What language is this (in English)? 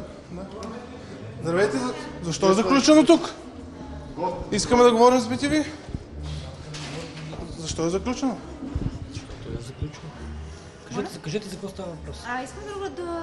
Bulgarian